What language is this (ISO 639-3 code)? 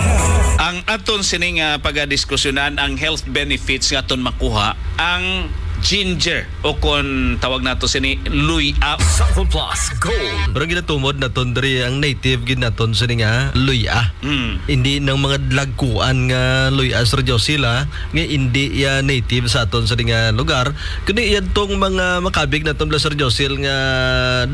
hil